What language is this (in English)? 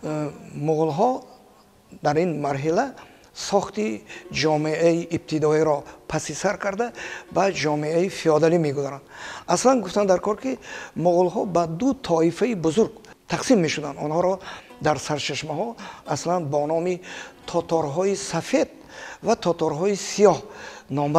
Tajik